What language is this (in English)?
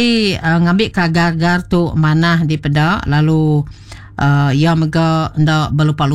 Iban